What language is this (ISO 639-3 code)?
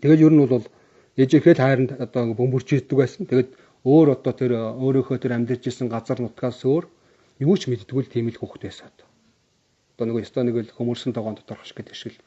mon